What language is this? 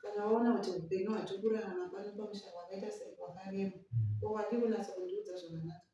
Shona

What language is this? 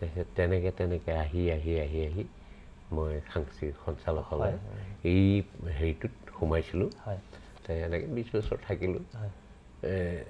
Assamese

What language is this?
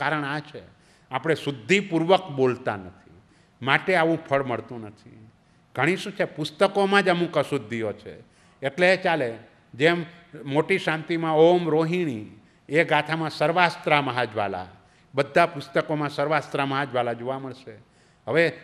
Gujarati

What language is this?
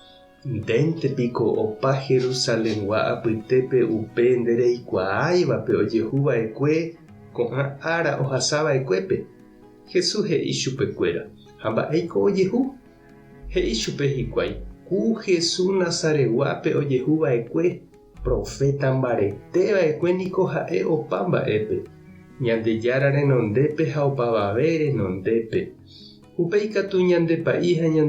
Guarani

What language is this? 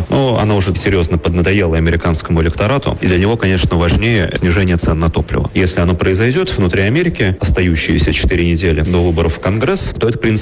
Russian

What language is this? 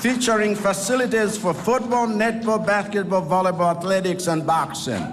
Nyanja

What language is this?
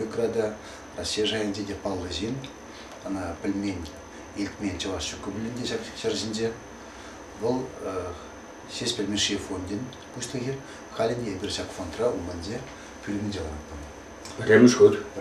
Chuvash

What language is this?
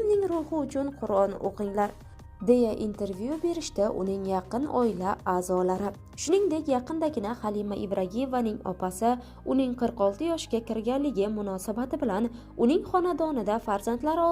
Uzbek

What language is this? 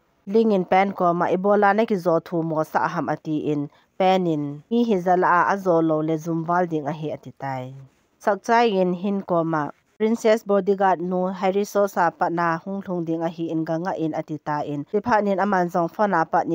Thado Chin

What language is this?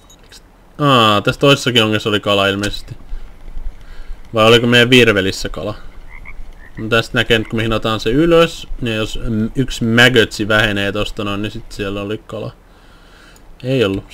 Finnish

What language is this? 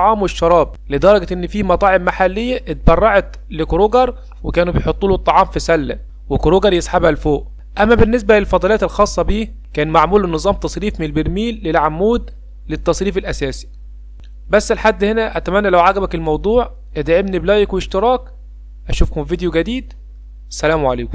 Egyptian Arabic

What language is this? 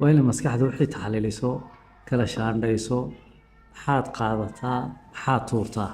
Somali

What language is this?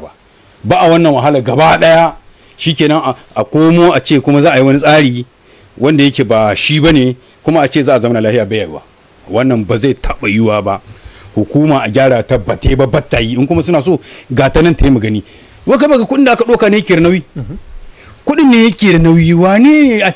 Hausa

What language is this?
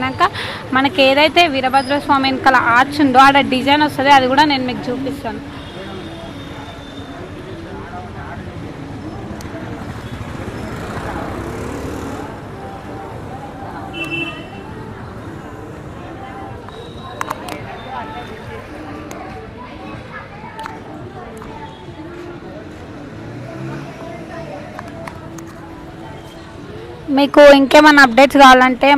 Telugu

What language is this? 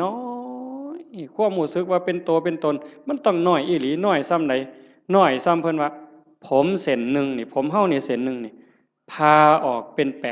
Northeastern Thai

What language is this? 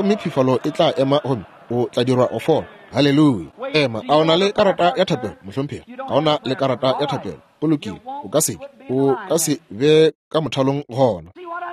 Northern Sotho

